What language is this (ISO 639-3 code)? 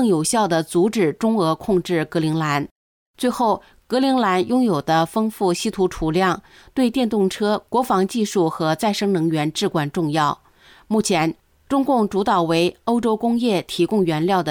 zho